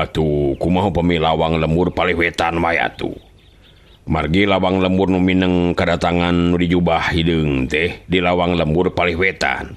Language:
Sundanese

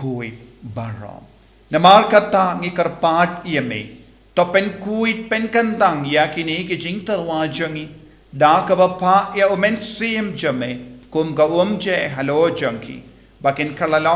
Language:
Khasi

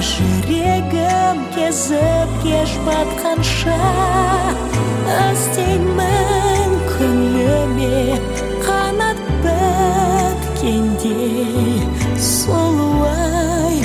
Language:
Kazakh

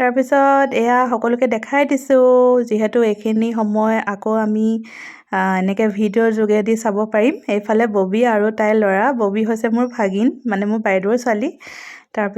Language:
Assamese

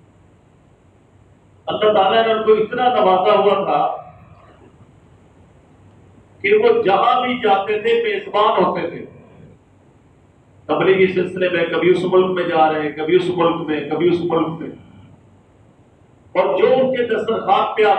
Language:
Urdu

